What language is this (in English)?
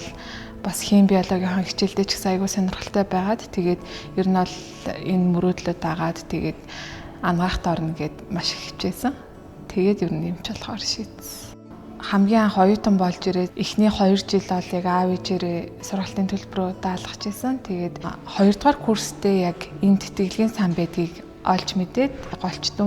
Mongolian